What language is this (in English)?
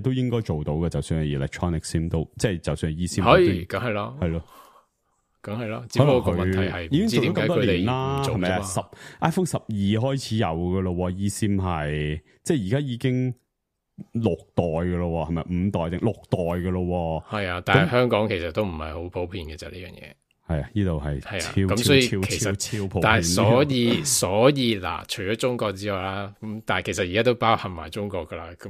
Cantonese